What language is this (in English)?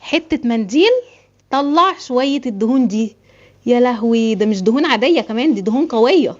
Egyptian Arabic